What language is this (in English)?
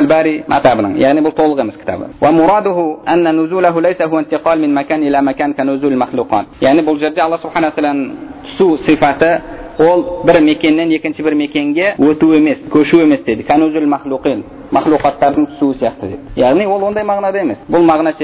Kazakh